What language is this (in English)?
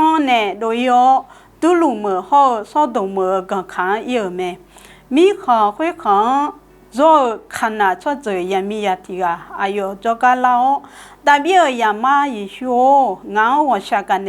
Akha